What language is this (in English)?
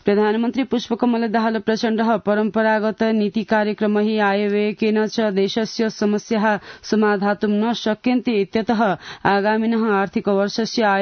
Sanskrit